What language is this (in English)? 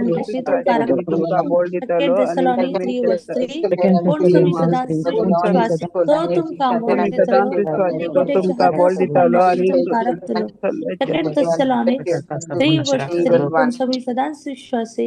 Konkani